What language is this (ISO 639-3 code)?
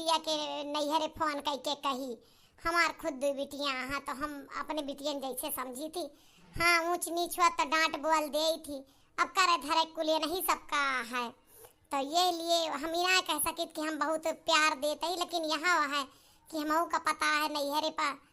awa